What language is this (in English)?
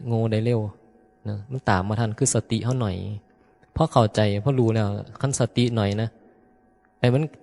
Northeastern Thai